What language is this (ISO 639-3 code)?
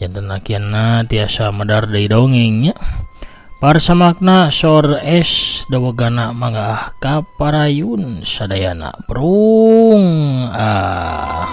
sun